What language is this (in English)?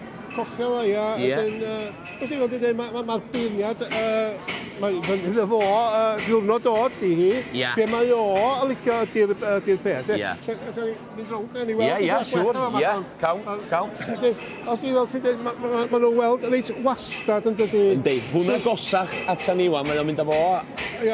Welsh